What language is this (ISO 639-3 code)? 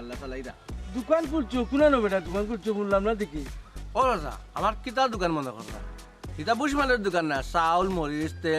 syl